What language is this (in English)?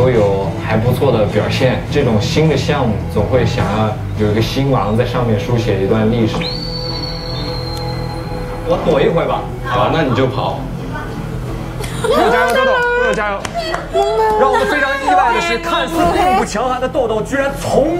Chinese